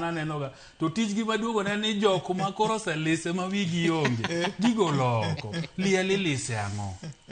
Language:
Luo (Kenya and Tanzania)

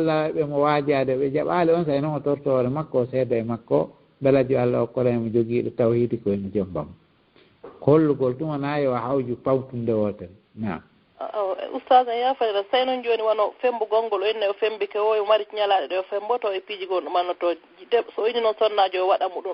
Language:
Fula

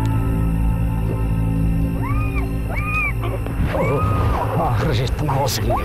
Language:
Kazakh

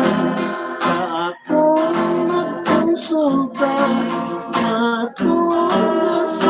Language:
Hiligaynon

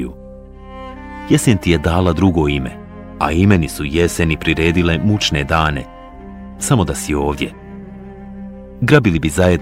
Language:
Bosnian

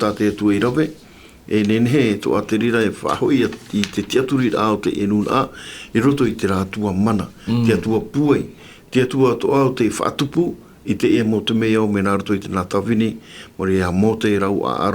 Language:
Tahitian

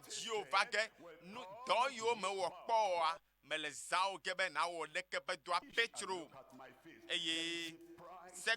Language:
Ewe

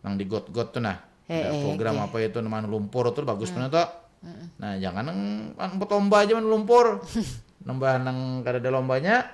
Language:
Banjar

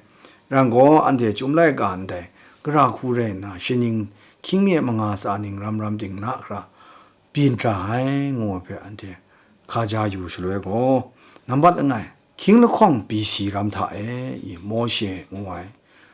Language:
Kachin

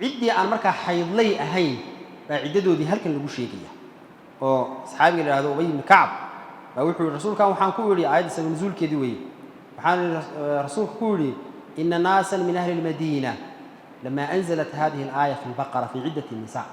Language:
Somali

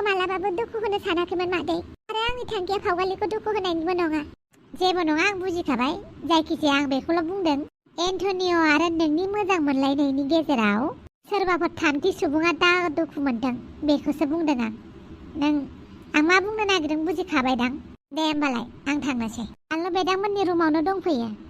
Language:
Bodo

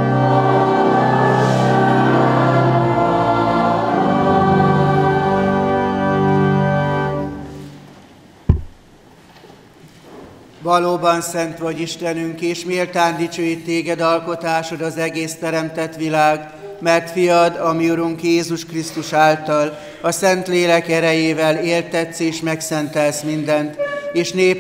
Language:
Hungarian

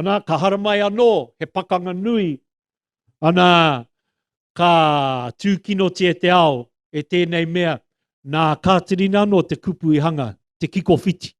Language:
Māori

